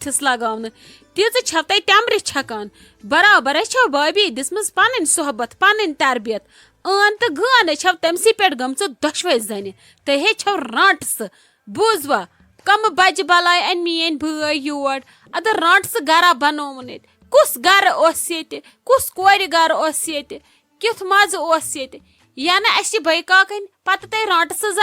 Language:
Kashmiri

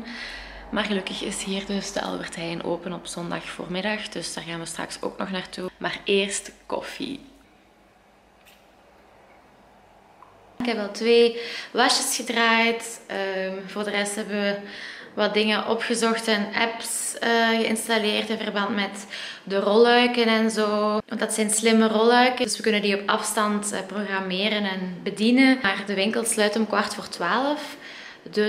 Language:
Dutch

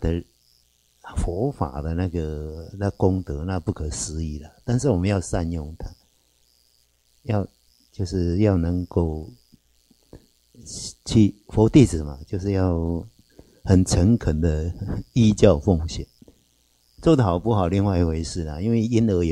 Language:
Chinese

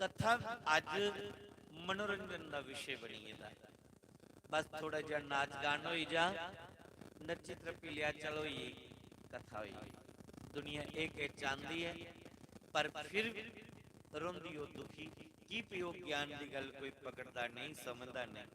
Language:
Dogri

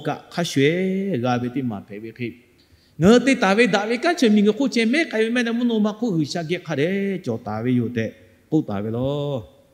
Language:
Lahu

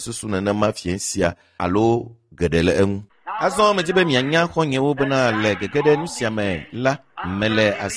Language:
Ewe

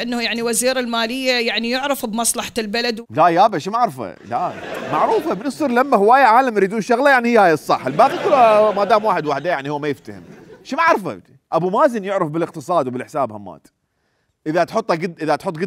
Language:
Mesopotamian Arabic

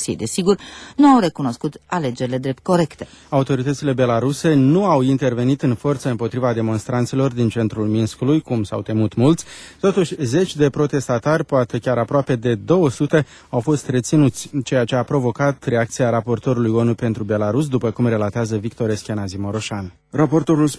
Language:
Romanian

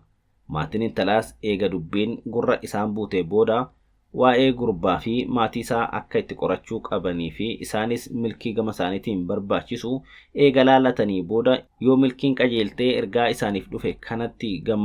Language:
Oromo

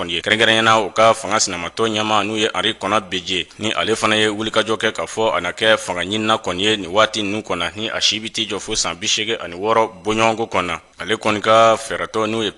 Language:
Bambara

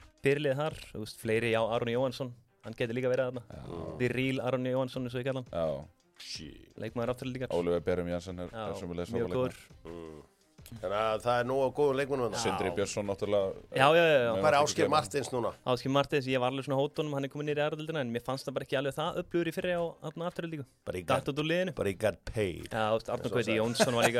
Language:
Icelandic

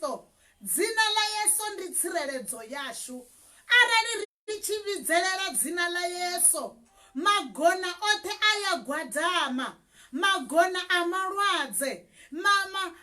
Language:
Venda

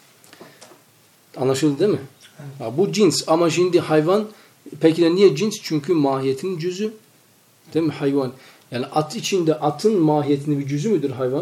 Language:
Turkish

